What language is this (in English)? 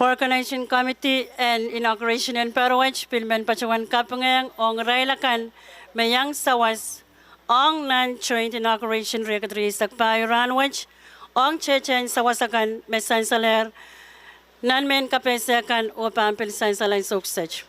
Pohnpeian